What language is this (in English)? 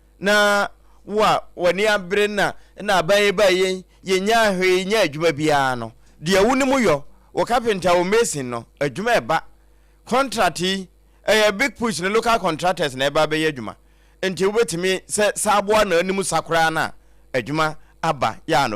Akan